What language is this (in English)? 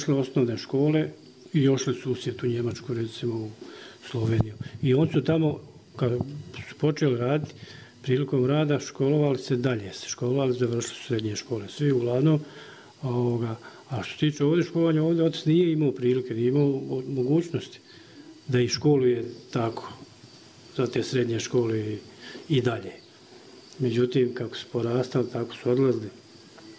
Bosnian